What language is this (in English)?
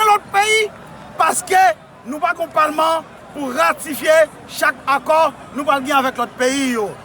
Haitian Creole